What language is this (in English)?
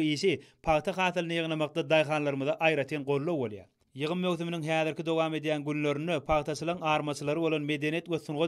Turkmen